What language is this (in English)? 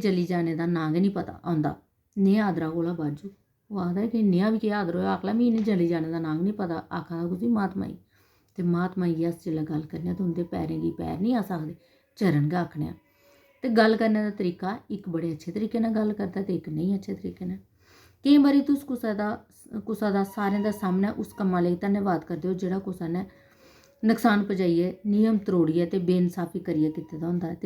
Dogri